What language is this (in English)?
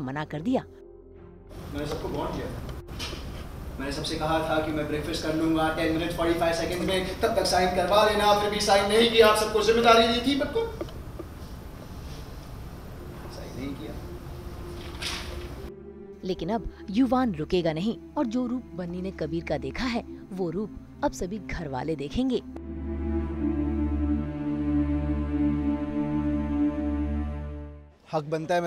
Hindi